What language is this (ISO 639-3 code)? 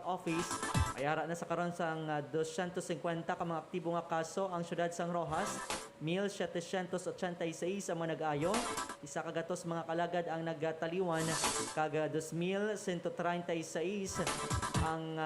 hil